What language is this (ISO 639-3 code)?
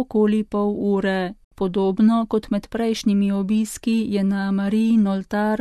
slv